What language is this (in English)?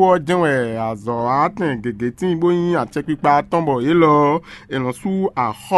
Fon